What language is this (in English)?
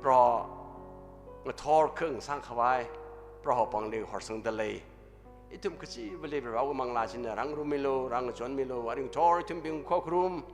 Tangkhul Naga (India)